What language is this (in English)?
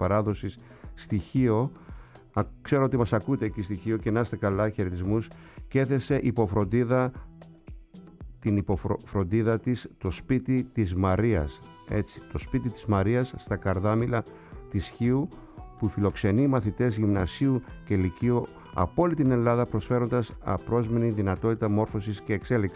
Greek